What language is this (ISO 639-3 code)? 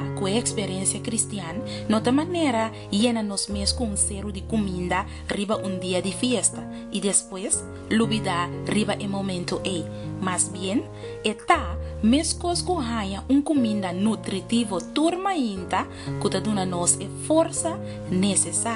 pap